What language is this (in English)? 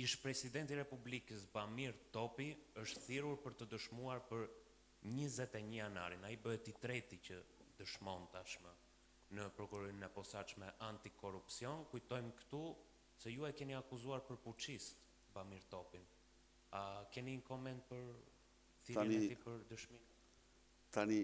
Albanian